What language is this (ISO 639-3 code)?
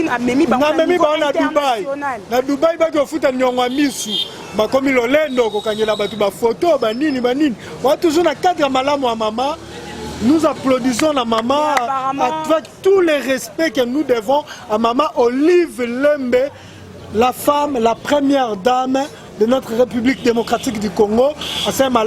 lin